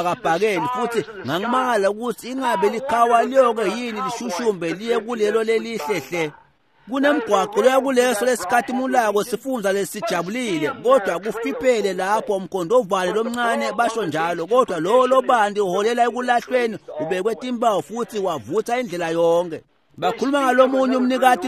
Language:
Swati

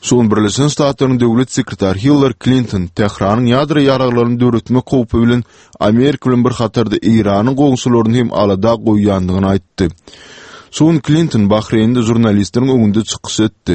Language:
Turkmen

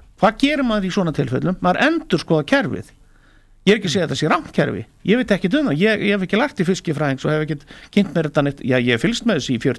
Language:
Icelandic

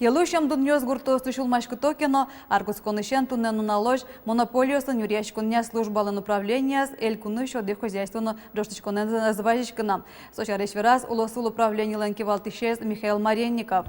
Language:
Udmurt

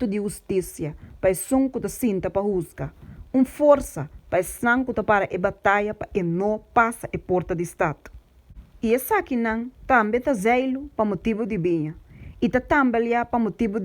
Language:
Papiamento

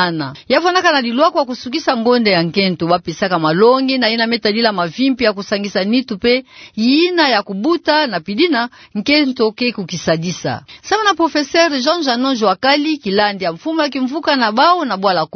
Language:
Kituba (Democratic Republic of Congo)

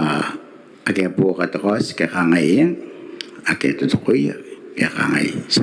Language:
Gilbertese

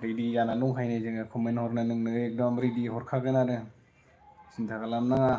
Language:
Bodo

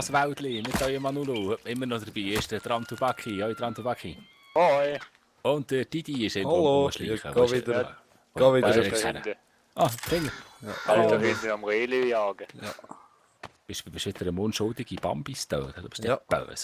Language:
Swiss German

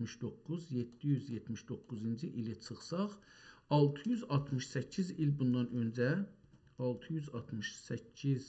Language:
South Azerbaijani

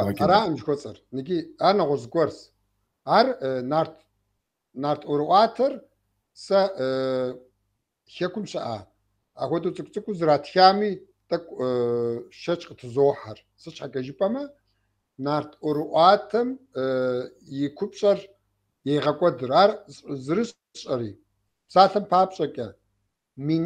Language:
Kabardian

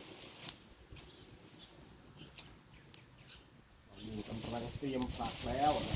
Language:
Thai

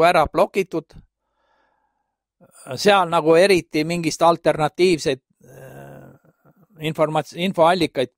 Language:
Estonian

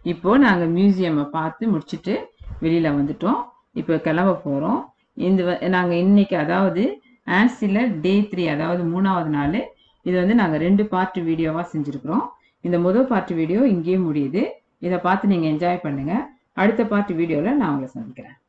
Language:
Tamil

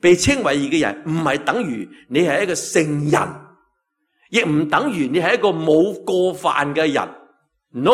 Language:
Cantonese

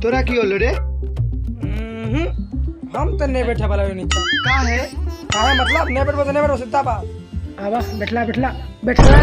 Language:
Maithili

